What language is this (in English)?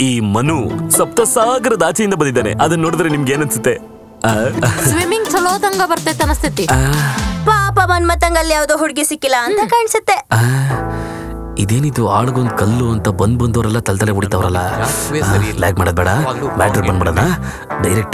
Kannada